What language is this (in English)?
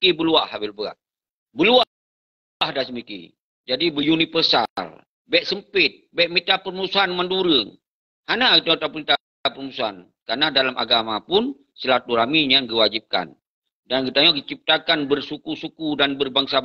Achinese